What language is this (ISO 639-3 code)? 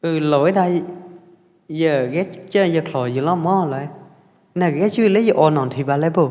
kjp